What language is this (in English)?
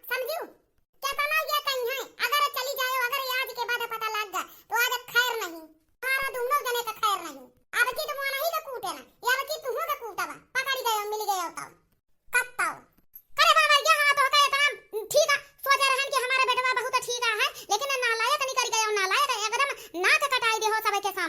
Awadhi